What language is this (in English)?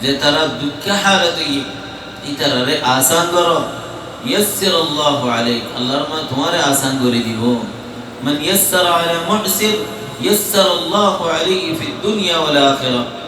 Rohingya